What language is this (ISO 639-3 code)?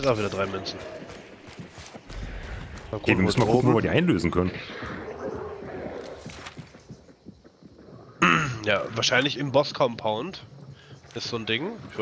deu